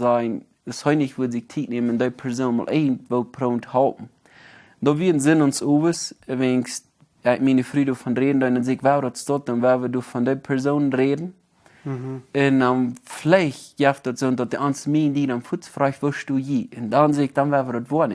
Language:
Plautdietsch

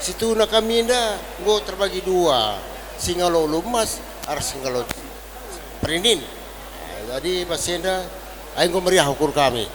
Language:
Batak Karo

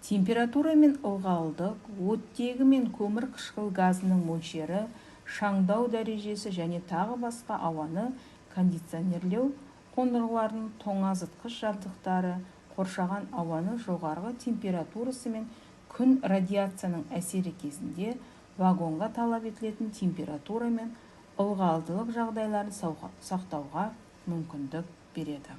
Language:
Kazakh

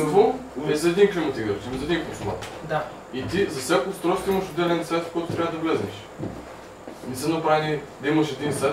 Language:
Bulgarian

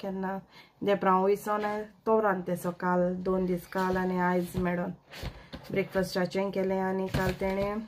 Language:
Konkani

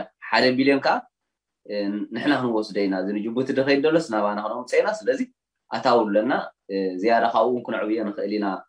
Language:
Tigrinya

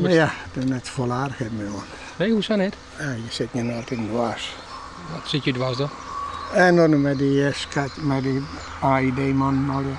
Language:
Western Frisian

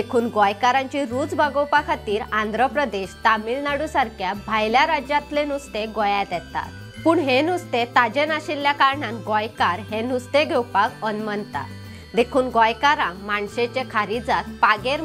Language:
Konkani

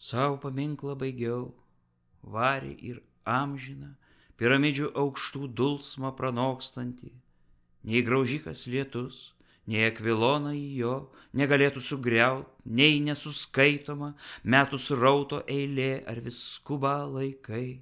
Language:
Lithuanian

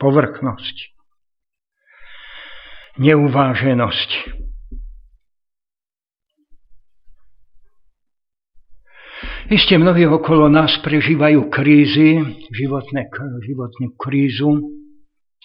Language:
Slovak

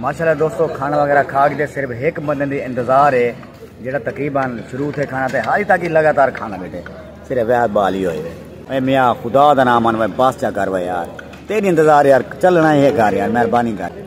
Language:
Saraiki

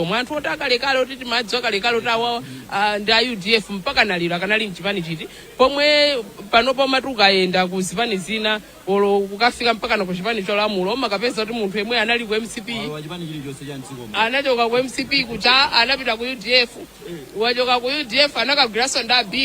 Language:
Nyanja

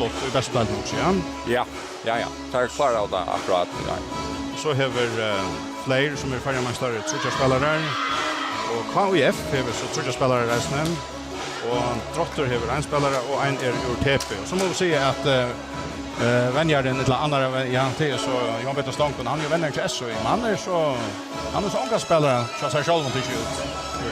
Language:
Faroese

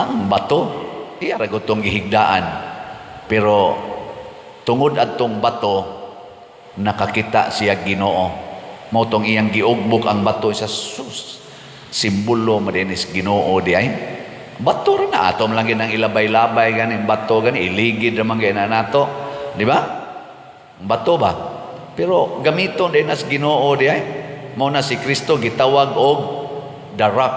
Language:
Cebuano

